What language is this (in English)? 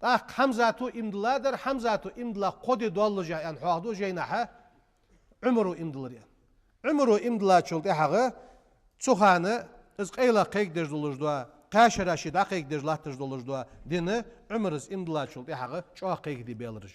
Ingush